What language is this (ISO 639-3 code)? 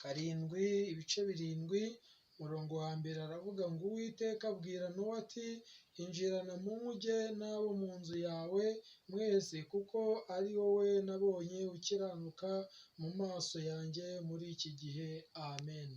kin